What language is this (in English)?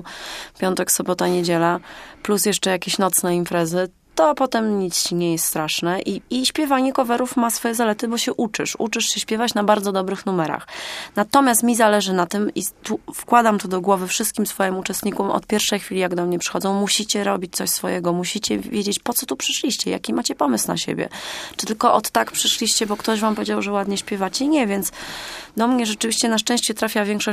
Polish